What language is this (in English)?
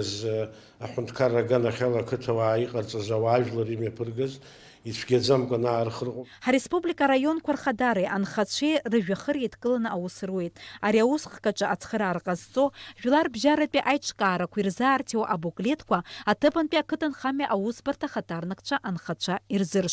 Abkhazian